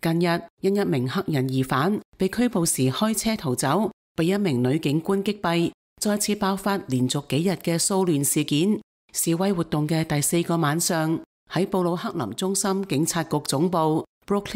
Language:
Cantonese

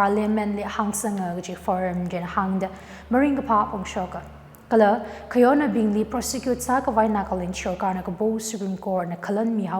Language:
Tangkhul Naga (India)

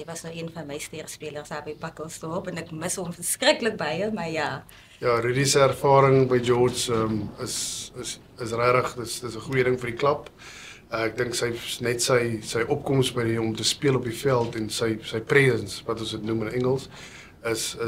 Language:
Afrikaans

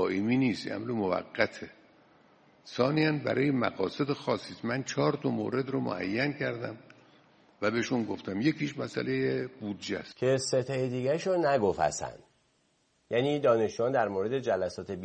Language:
Persian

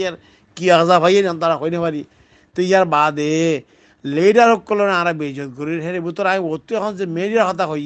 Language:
Rohingya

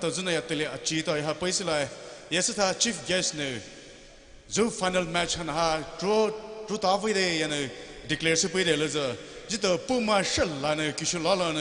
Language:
Poumei Naga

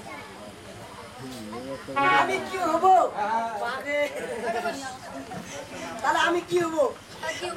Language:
Bangla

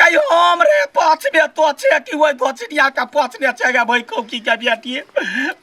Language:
Maithili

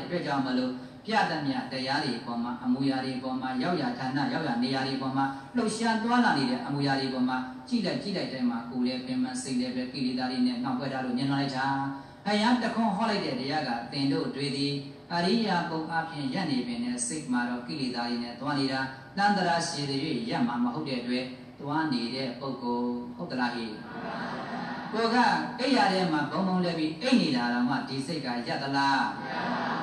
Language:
Burmese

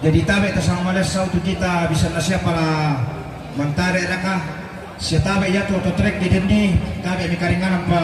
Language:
Toraja-Sa'dan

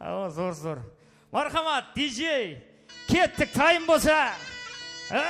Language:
Kara-Kalpak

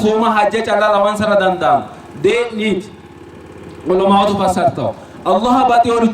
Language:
Sidamo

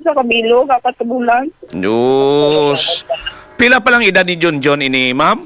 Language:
Hiligaynon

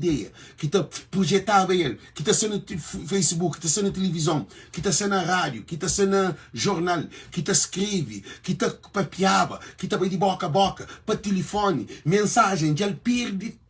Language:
Kabuverdianu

